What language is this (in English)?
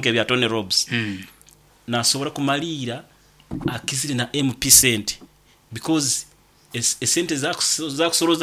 Nyoro